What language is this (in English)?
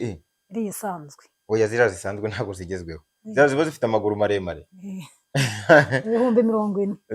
Kinyarwanda